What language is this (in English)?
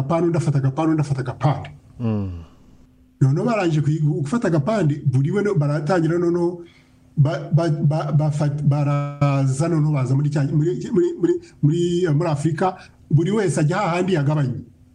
Kinyarwanda